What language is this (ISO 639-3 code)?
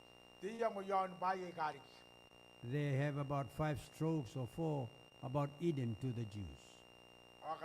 gil